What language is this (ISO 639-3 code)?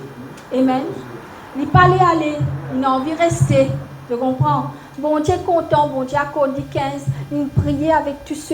mfe